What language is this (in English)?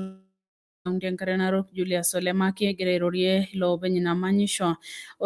Masai